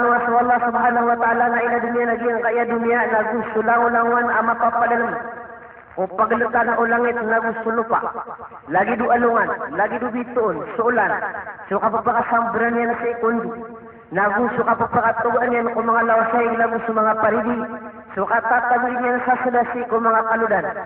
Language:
Maranao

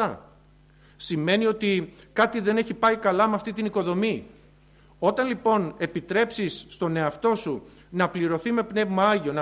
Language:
Greek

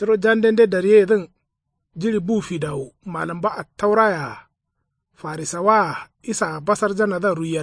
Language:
Kanuri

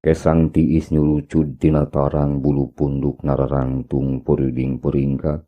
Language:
Sundanese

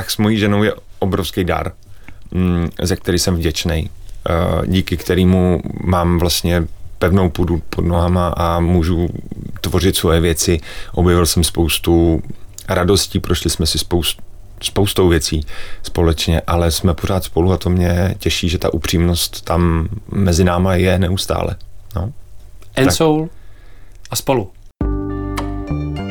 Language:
Czech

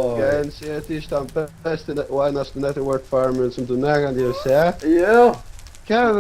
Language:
Faroese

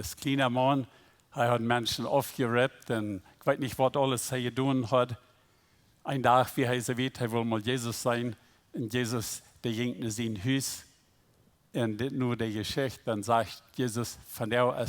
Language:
Plautdietsch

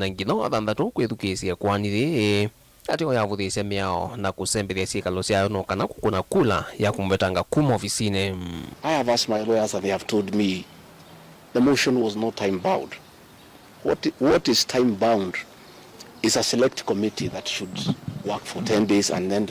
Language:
Kamba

